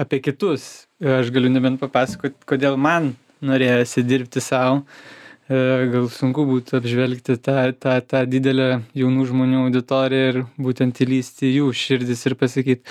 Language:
Lithuanian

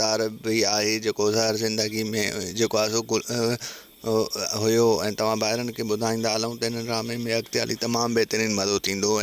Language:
Sindhi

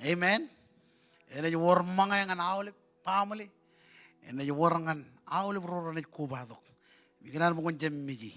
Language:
Marshallese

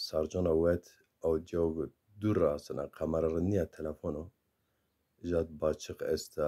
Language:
Zaza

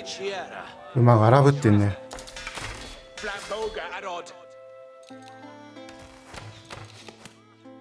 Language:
Japanese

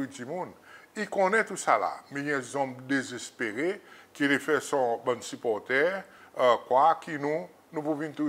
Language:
Seselwa Creole French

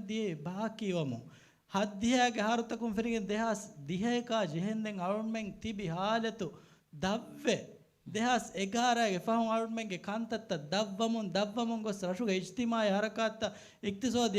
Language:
Divehi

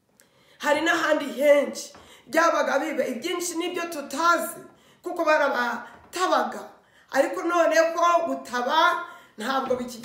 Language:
Kinyarwanda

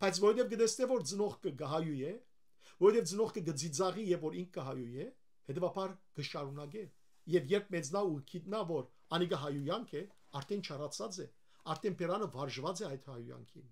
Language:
Western Armenian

